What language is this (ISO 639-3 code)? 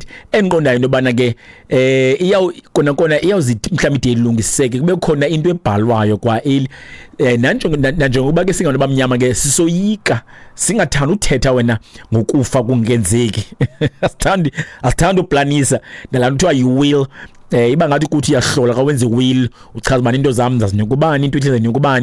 xho